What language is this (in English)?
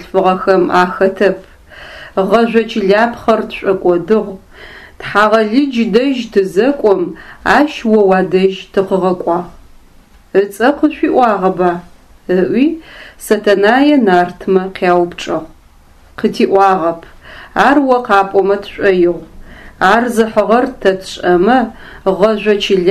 Adyghe